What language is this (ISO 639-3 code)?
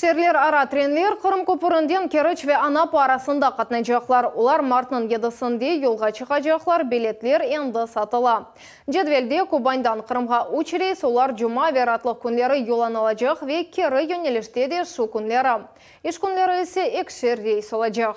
crh